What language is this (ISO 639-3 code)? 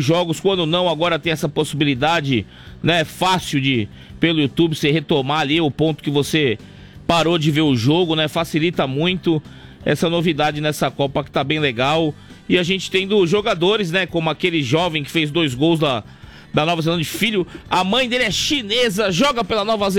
por